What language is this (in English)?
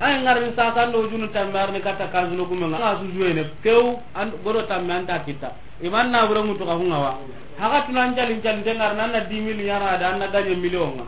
Soninke